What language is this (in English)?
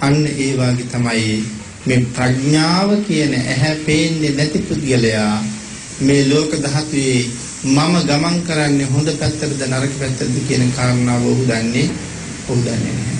Sinhala